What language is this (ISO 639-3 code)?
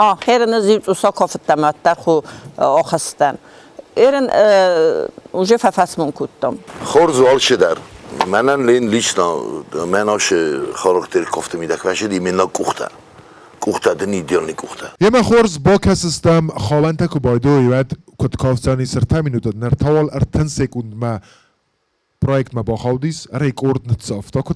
oss